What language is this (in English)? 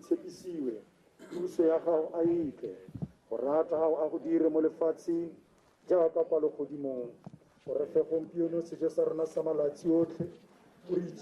Tswana